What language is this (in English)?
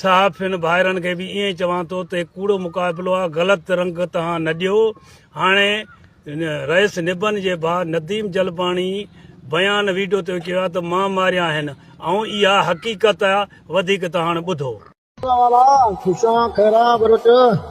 Sindhi